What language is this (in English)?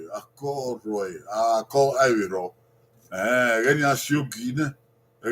Bini